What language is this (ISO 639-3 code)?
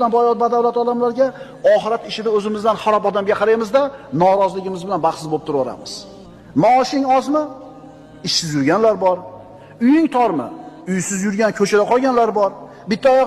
uzb